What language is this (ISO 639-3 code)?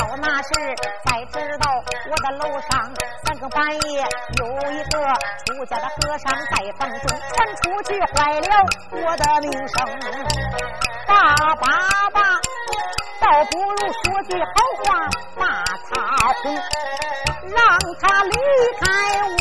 zho